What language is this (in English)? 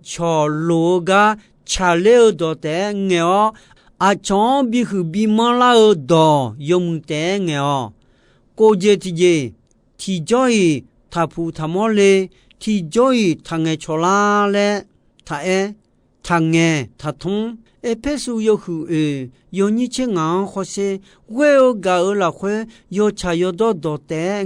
Akha